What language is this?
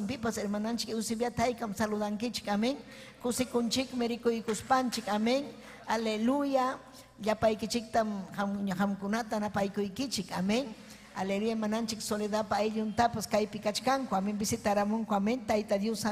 Ayacucho Quechua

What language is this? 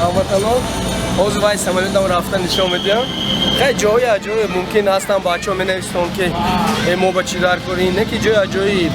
Tajik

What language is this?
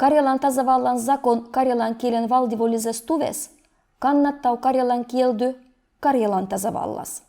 Livvi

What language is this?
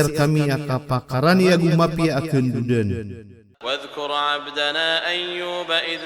Maranao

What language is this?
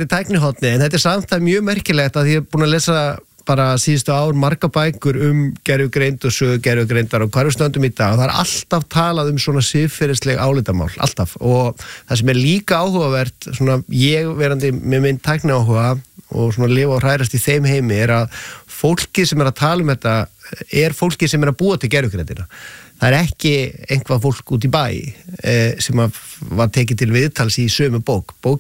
Icelandic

